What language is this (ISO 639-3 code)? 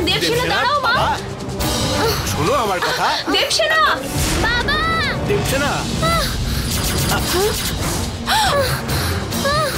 ben